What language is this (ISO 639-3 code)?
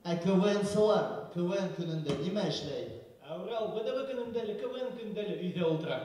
bak